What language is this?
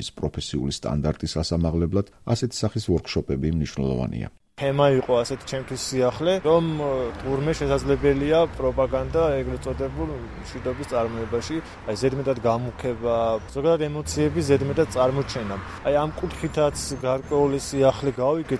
Georgian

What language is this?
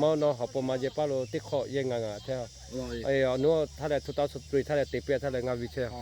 Lahu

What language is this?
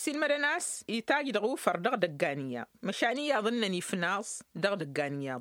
Tamasheq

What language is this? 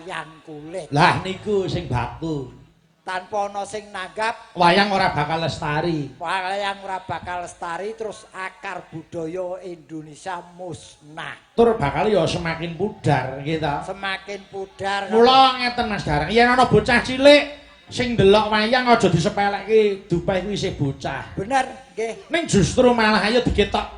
Javanese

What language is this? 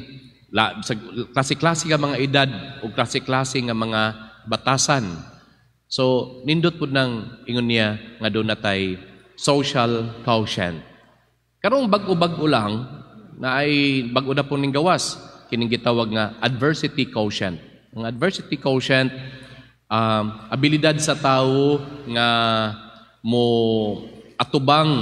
Cebuano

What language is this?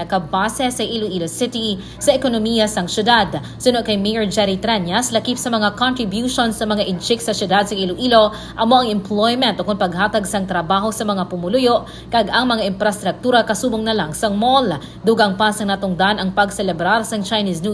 Hiligaynon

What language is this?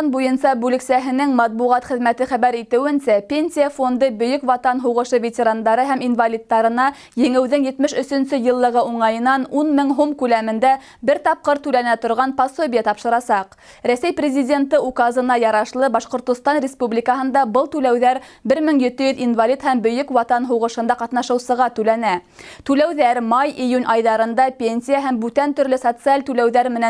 Bashkir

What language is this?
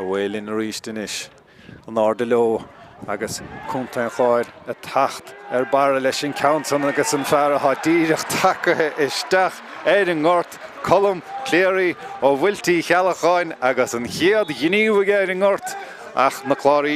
Irish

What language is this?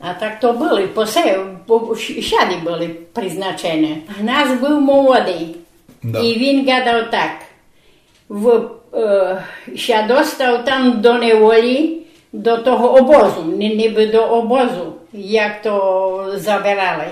Rusyn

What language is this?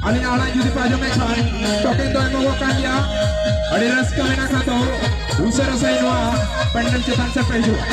Santali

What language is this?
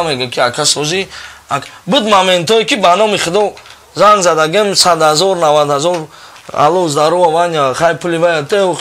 Tajik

